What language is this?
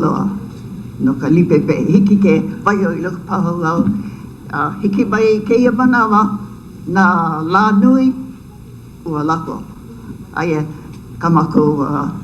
Hawaiian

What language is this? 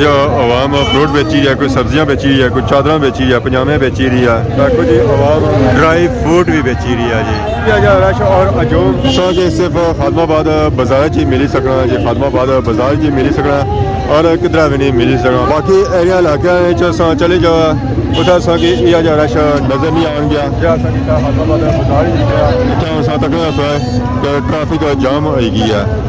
Pahari-Potwari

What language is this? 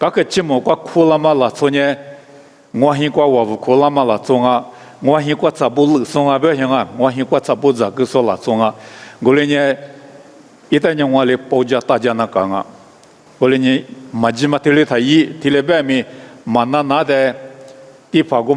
Lisu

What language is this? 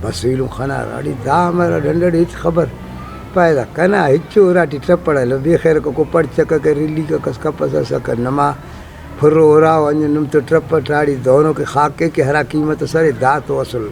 Brahui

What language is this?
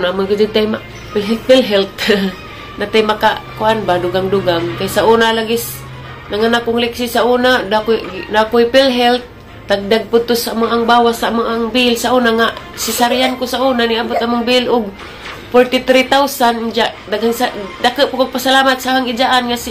Cebuano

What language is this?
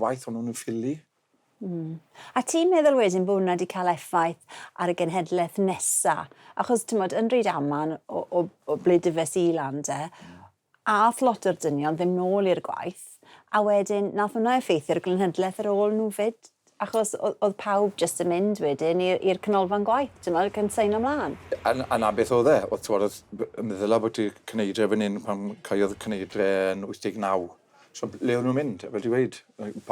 Welsh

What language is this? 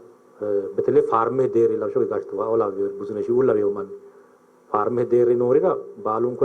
Sidamo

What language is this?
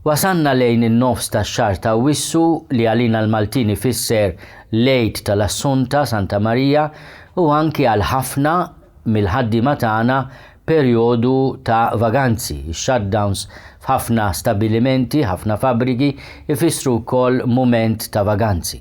Maltese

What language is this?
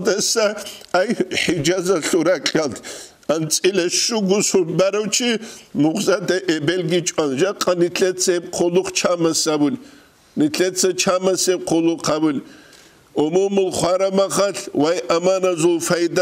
Avaric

